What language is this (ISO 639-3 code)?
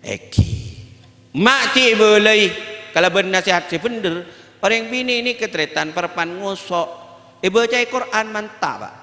mad